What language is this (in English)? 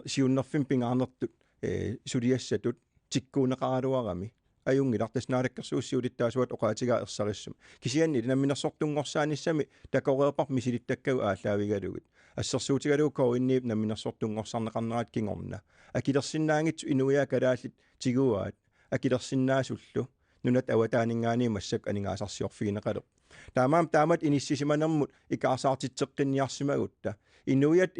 Kalaallisut